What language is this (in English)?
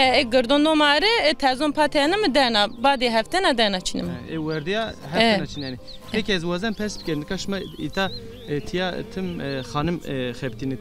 Zaza